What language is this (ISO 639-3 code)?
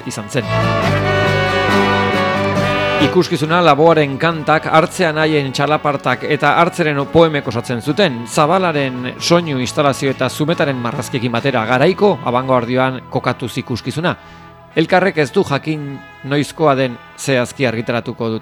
eus